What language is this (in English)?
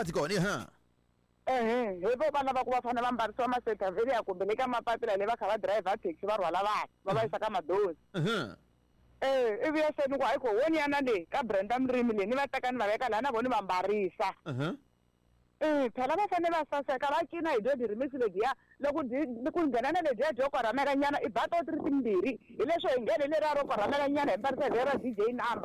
Tsonga